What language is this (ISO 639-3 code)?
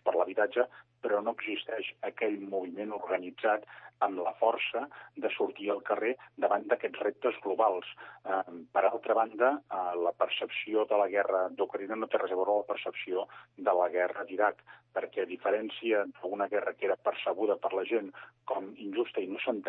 cat